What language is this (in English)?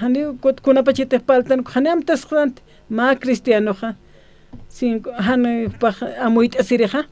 Aymara